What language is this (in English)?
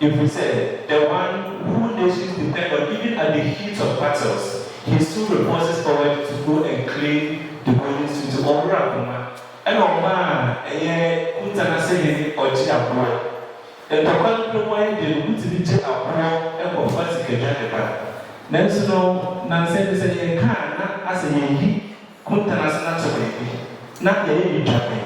Akan